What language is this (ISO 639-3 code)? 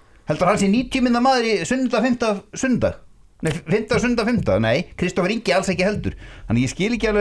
isl